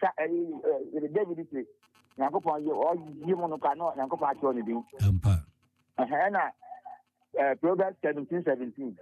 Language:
Akan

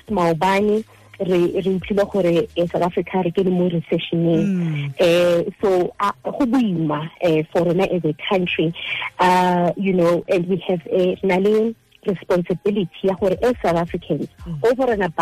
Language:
Southern Sotho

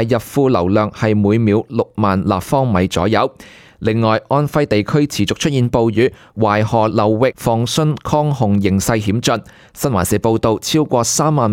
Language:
Cantonese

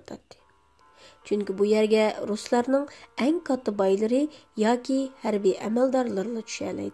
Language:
Uyghur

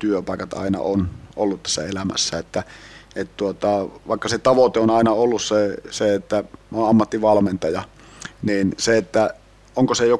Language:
Finnish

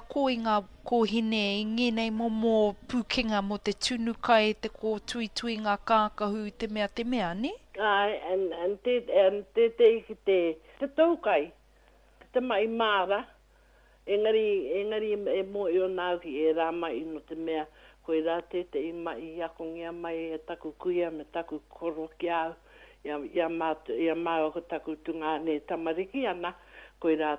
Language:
Māori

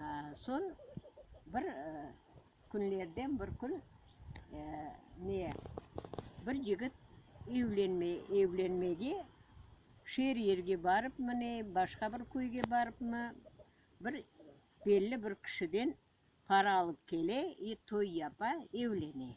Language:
Crimean Tatar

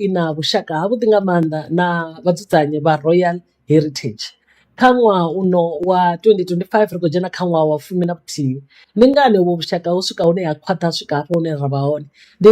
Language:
Venda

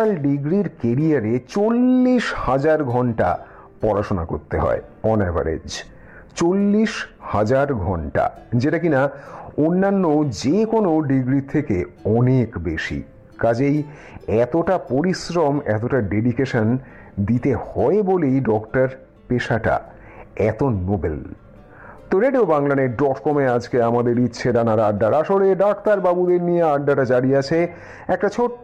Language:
Bangla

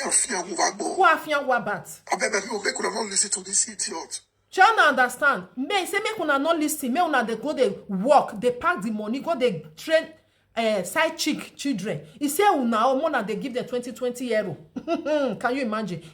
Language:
Nigerian Pidgin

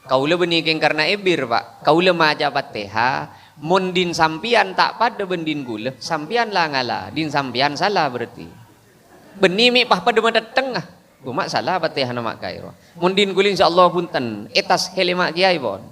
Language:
Madurese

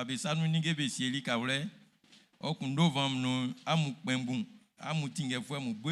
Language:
Baoulé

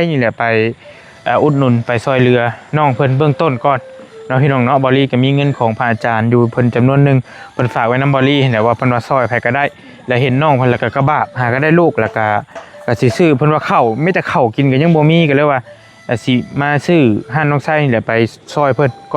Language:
Northeastern Thai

